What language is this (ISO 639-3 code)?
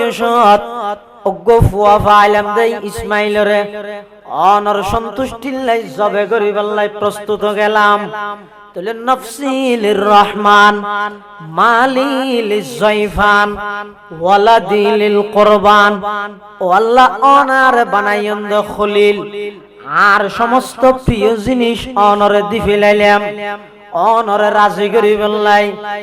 ctg